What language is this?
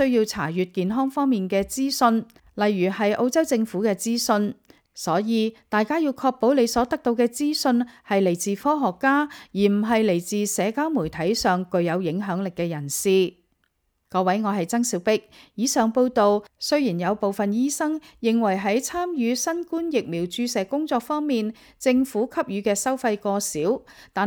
Cantonese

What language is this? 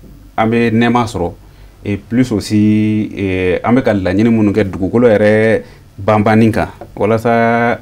Bambara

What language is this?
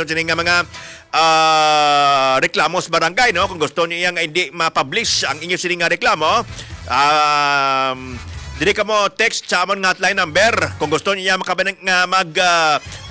Hiligaynon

